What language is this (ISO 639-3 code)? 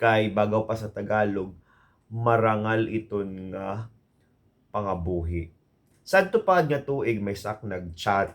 war